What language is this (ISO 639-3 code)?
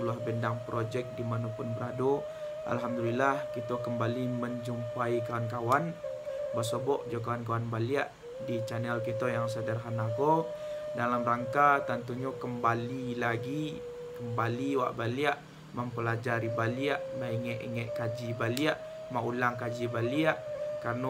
min